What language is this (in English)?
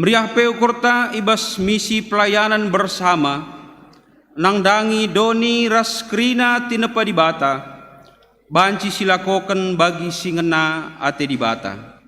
Batak Karo